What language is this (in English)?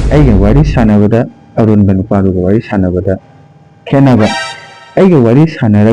Manipuri